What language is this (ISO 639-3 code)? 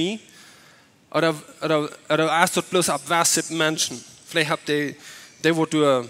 pdt